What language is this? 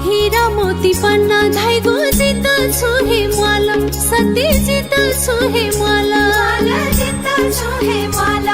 Newari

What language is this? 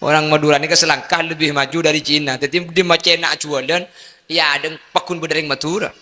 Madurese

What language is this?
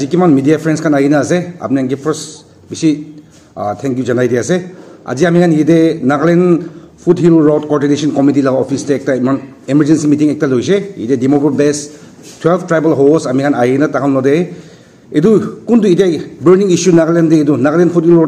Naga Pidgin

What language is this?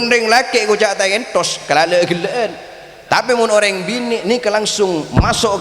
Madurese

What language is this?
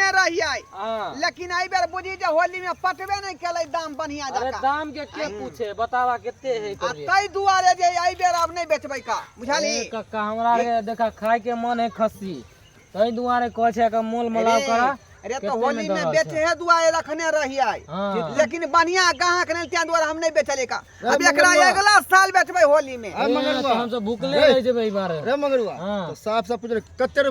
Maithili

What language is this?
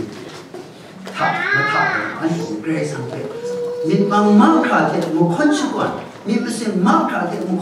Kachin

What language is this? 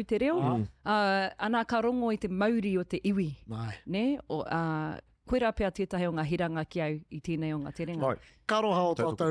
Māori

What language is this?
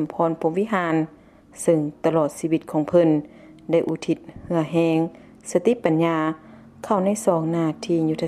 Lao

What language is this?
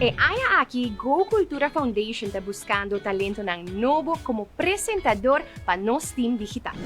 Papiamento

